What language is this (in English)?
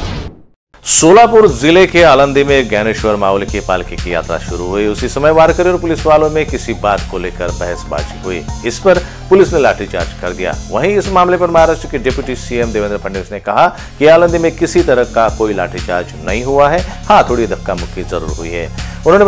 Hindi